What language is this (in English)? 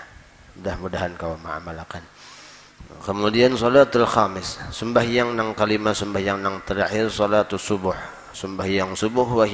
Banjar